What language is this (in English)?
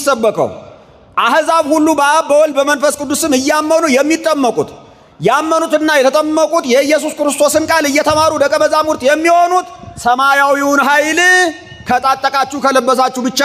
Amharic